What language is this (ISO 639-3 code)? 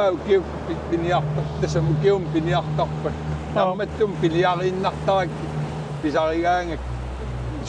kal